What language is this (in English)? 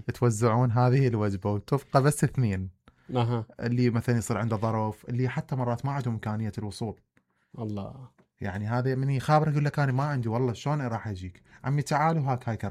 Mesopotamian Arabic